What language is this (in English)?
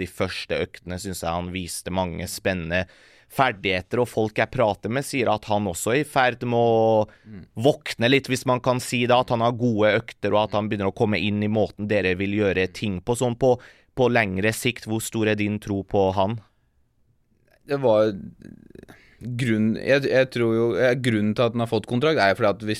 Norwegian